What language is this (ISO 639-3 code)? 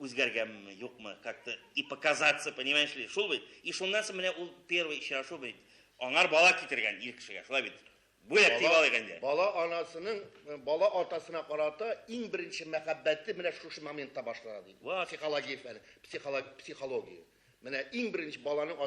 tat